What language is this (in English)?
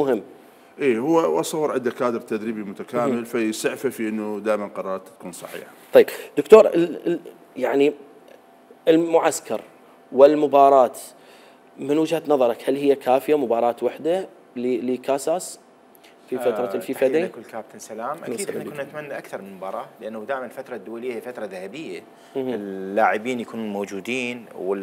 Mesopotamian Arabic